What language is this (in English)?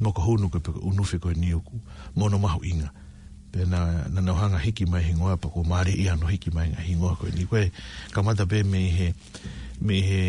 Tongan